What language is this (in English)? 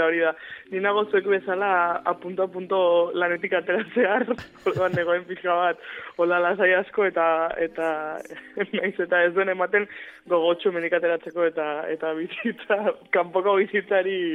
Basque